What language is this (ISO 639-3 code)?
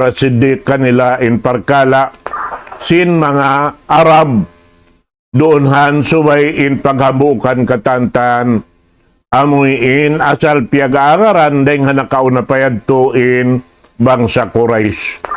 tsg